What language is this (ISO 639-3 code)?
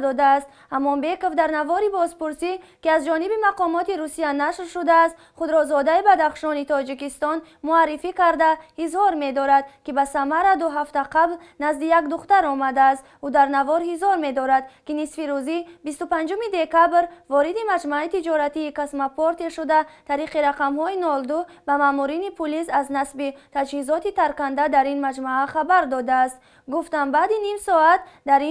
tgk